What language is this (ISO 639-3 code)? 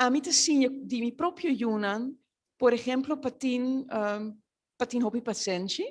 pap